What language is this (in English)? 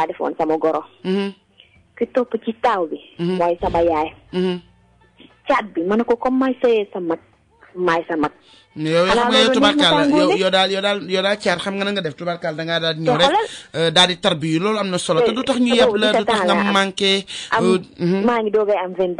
Wolof